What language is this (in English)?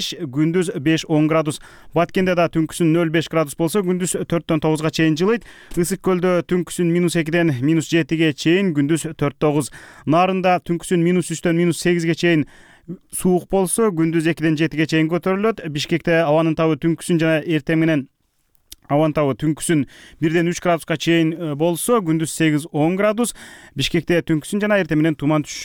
Kyrgyz